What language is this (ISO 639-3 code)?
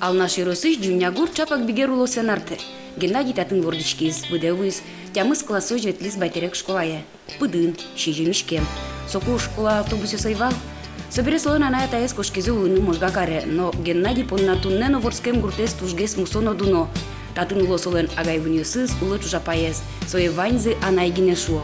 udm